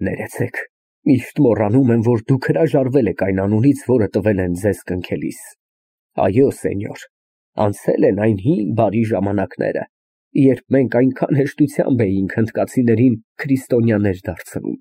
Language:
Armenian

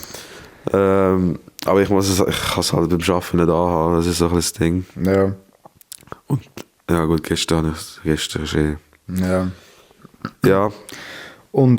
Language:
Swiss German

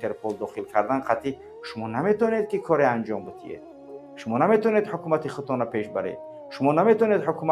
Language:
Tajik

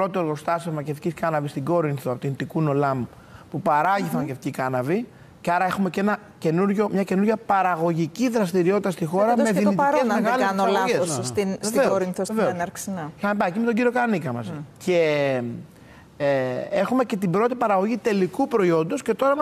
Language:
Greek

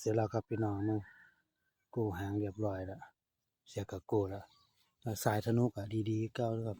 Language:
Northeastern Thai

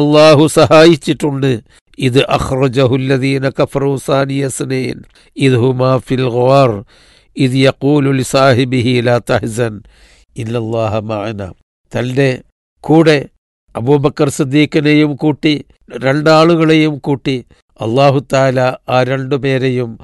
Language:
Malayalam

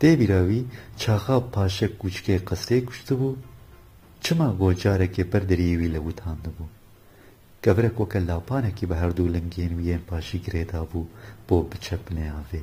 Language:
Kurdish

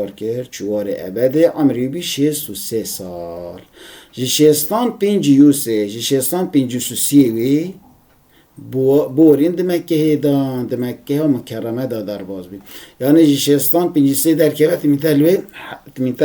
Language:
Kurdish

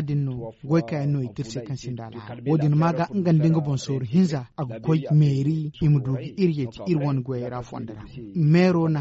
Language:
Zarma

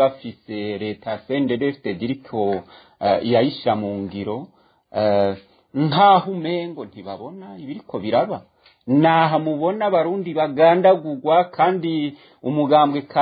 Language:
Rundi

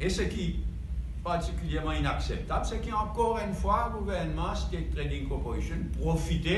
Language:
Morisyen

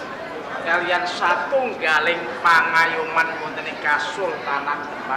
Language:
Javanese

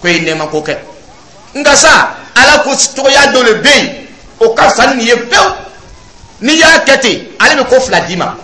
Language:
Dyula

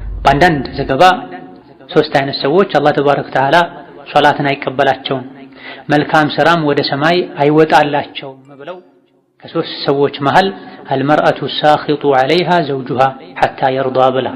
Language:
Amharic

